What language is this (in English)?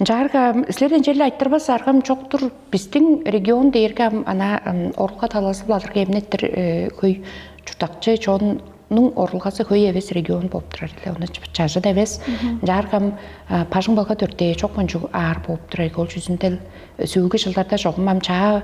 Tuvinian